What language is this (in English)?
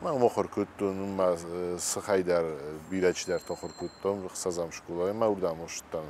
Ossetic